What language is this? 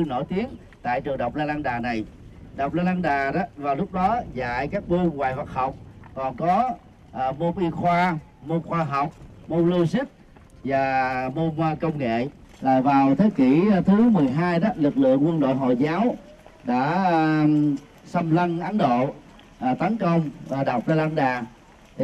Vietnamese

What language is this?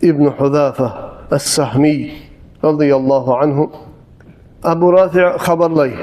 Kumyk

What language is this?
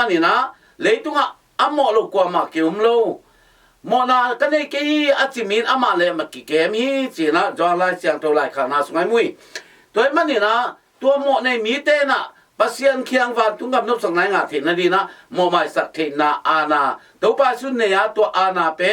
Tedim Chin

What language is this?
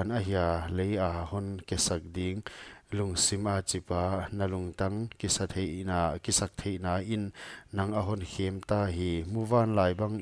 Paite Chin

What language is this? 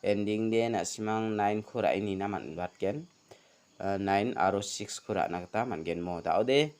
Garo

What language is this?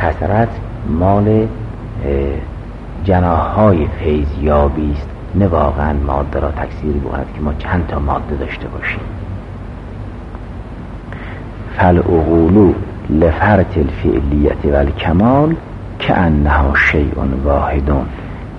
Persian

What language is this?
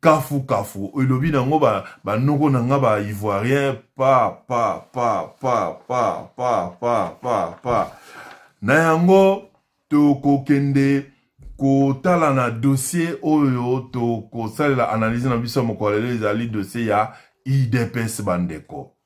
Lingala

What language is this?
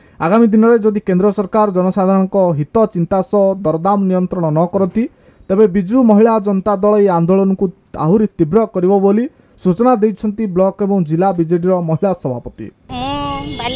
Odia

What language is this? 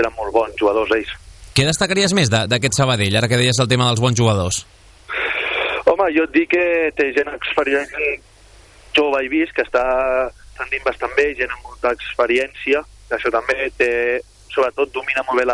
Catalan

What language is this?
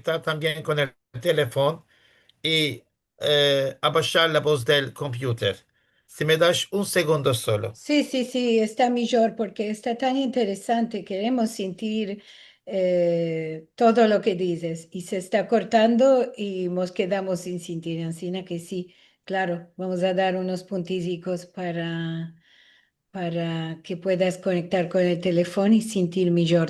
Ladino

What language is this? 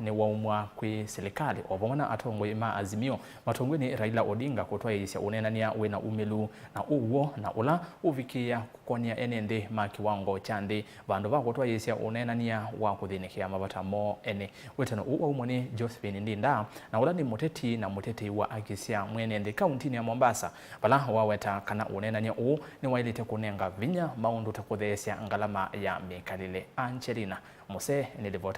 Kamba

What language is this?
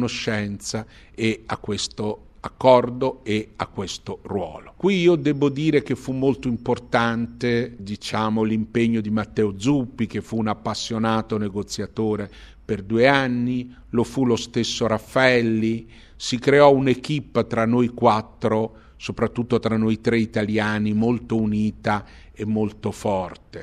Italian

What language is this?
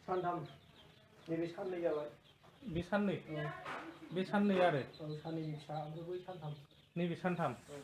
Bodo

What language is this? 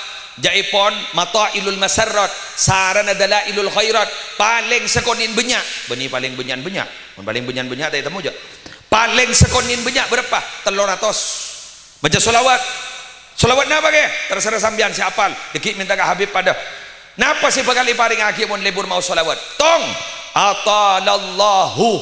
Madurese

